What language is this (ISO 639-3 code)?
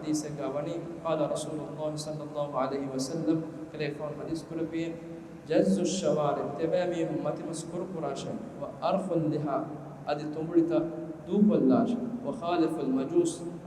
div